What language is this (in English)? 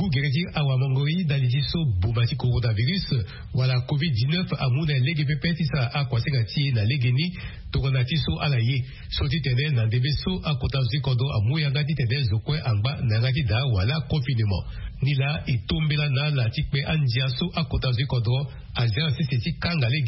Sango